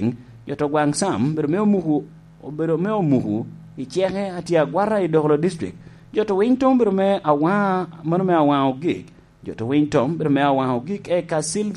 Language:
Lango (Uganda)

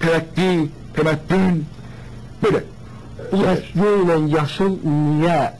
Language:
South Azerbaijani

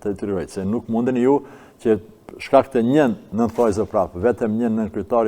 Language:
Albanian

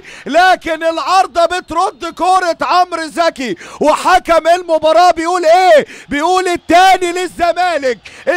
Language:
Egyptian Arabic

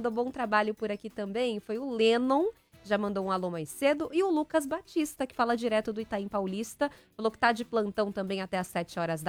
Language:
Portuguese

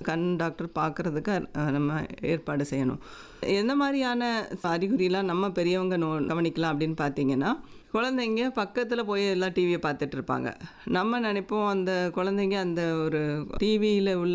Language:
Tamil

